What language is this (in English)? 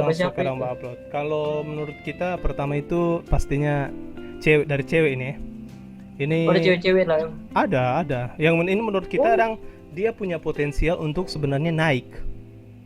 Manado Malay